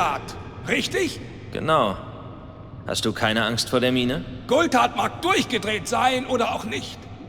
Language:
Bavarian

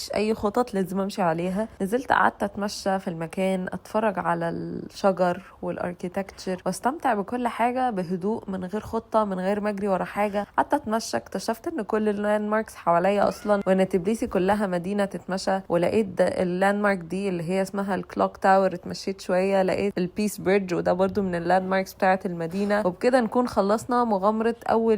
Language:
Egyptian Arabic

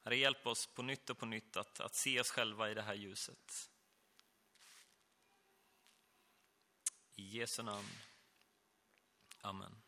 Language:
Swedish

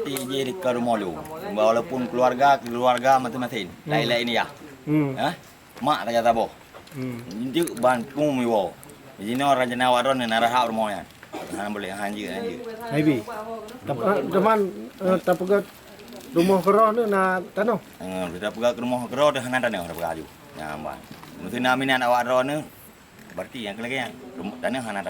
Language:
Achinese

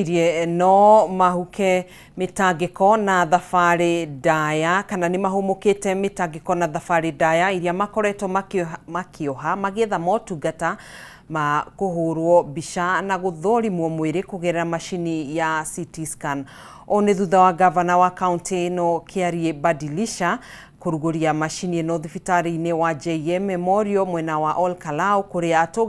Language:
Kikuyu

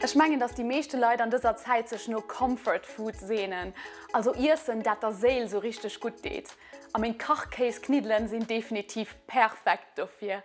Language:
Luxembourgish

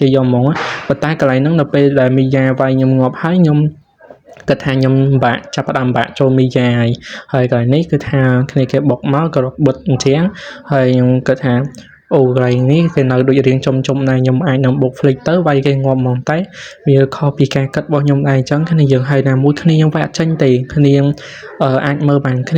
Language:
Khmer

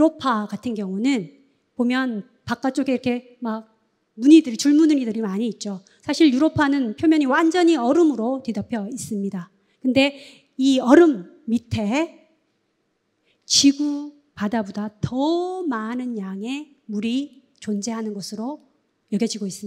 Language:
Korean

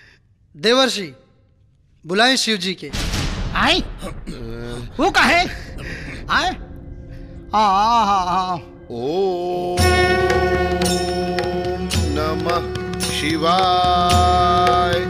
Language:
Bhojpuri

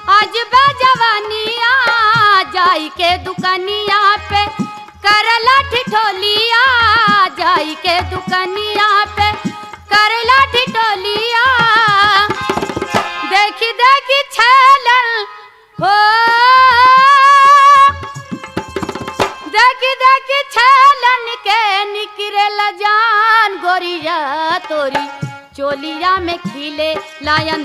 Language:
Bhojpuri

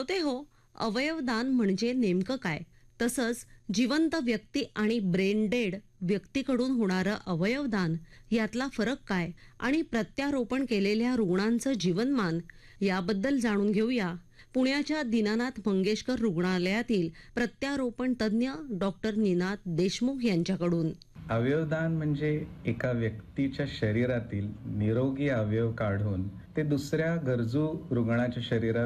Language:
Marathi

